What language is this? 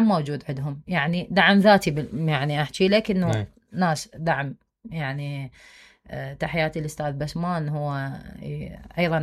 Mesopotamian Arabic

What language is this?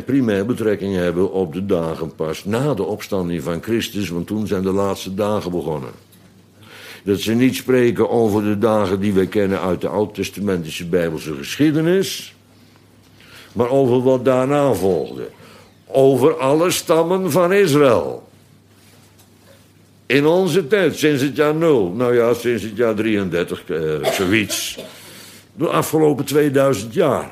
Dutch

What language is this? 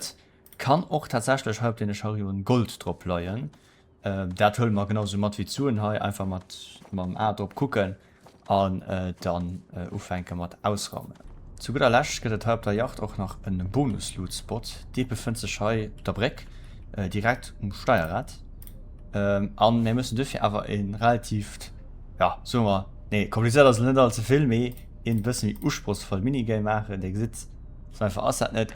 Luxembourgish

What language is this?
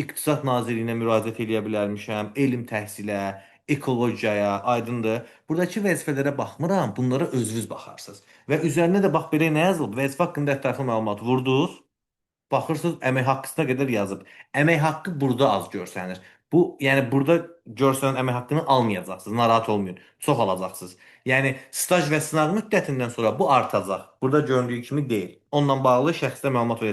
Azerbaijani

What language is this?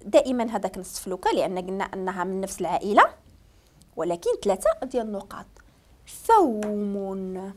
Moroccan Arabic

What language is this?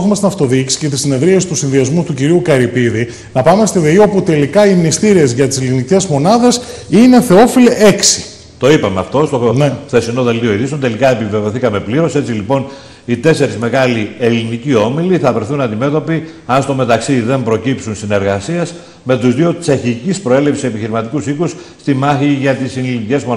Greek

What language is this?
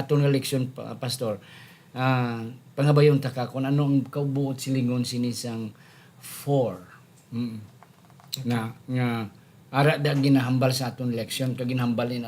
Hiligaynon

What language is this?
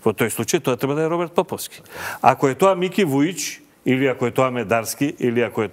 Macedonian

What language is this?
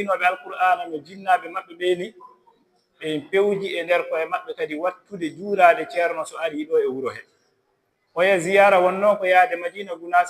Fula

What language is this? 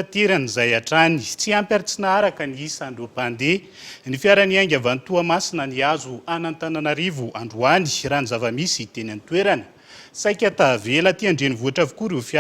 Malagasy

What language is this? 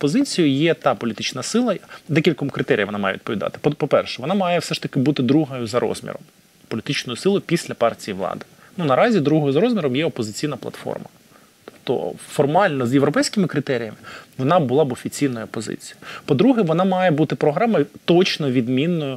Ukrainian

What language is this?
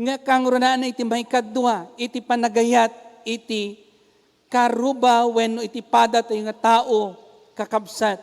Iloko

